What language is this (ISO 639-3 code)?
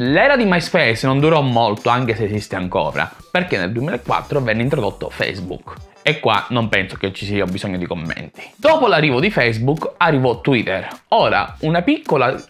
ita